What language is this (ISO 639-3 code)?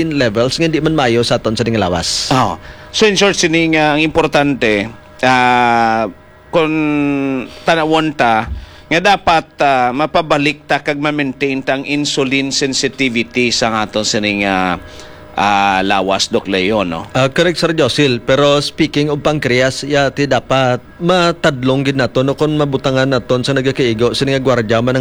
hil